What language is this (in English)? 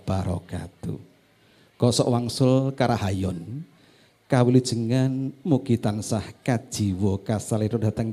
Javanese